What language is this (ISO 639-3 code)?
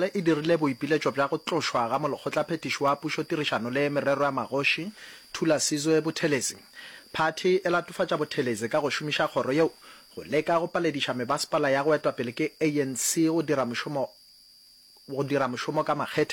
nso